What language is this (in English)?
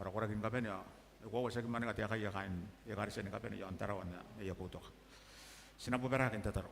Gilbertese